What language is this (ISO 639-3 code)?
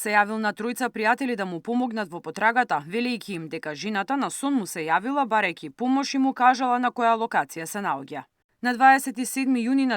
mkd